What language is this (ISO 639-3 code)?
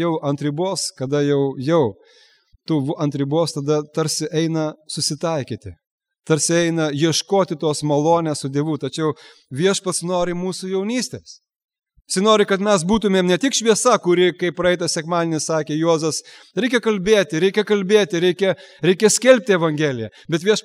lit